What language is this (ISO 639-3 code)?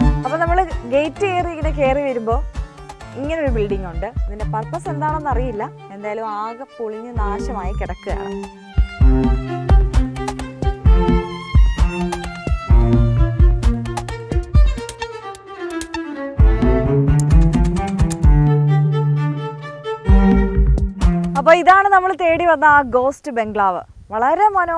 mal